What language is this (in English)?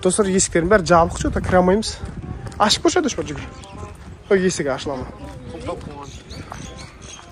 Kazakh